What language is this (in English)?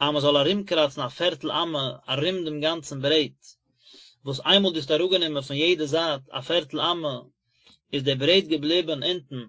Yiddish